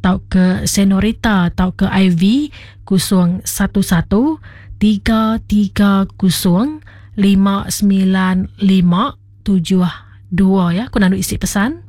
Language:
Iban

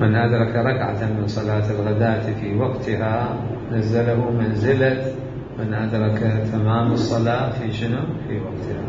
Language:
Mesopotamian Arabic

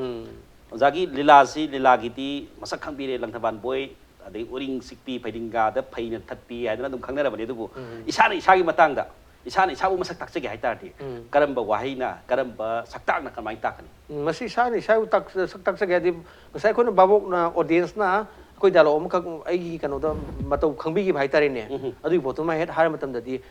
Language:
Manipuri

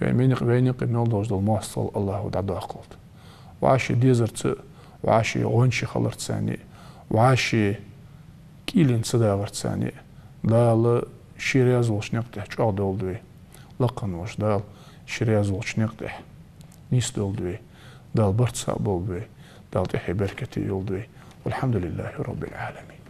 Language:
Ingush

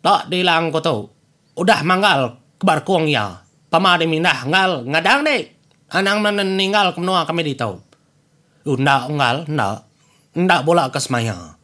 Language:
Iban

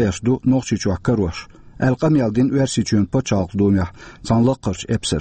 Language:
Chechen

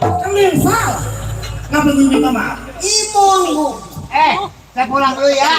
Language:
Betawi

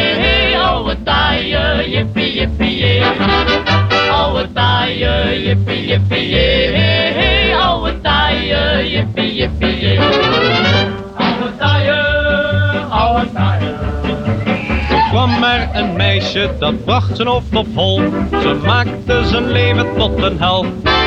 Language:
Dutch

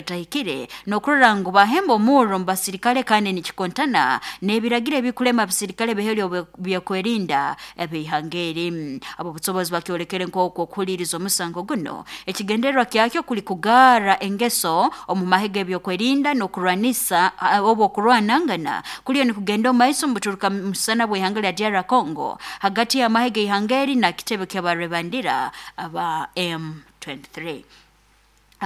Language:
Nyoro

